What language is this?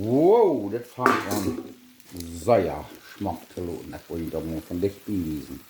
Plautdietsch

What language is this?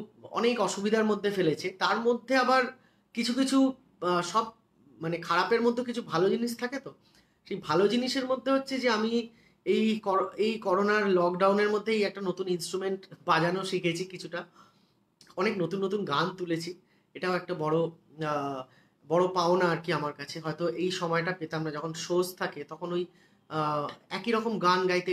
Bangla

